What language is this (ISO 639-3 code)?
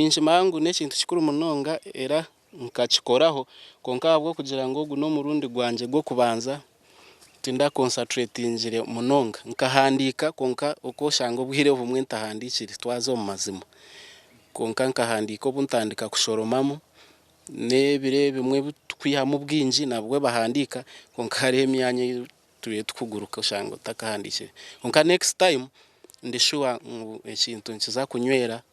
nyn